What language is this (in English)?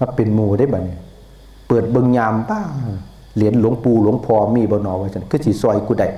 Northeastern Thai